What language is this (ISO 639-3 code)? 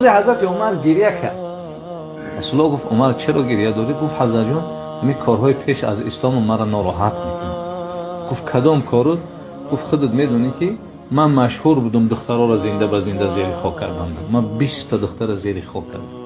tgk